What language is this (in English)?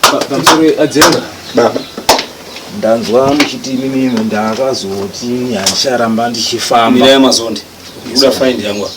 Shona